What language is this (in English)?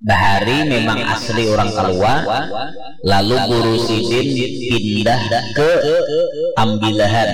Banjar